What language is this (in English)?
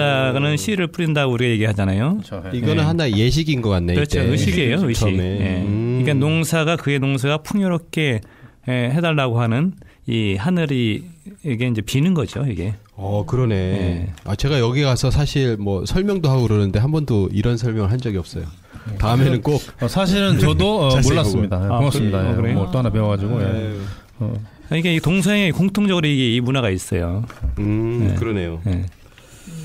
Korean